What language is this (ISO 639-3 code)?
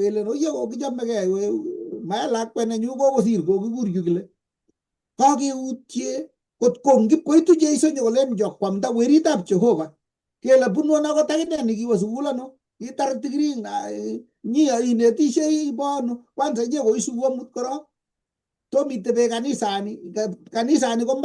kln